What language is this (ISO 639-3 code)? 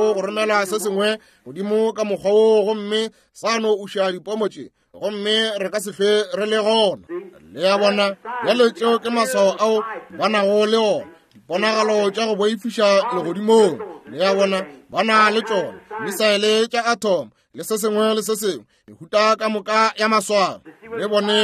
nso